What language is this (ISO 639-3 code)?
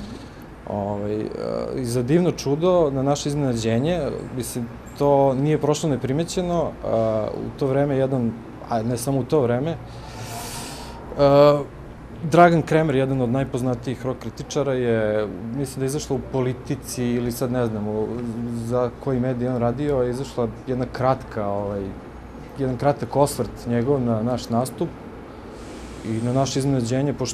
srp